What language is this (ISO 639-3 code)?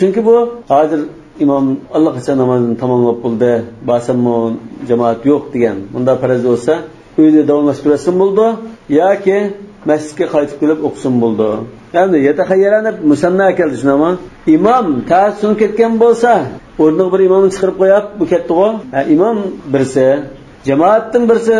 uig